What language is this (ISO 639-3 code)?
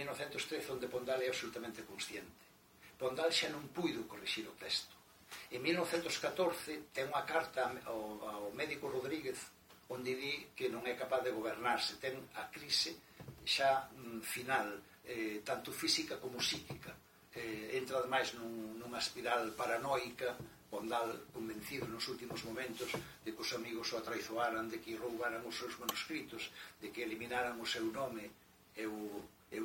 glg